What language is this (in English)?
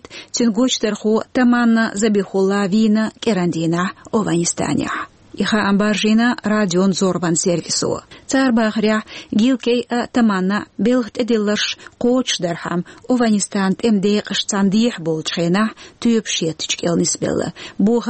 Chechen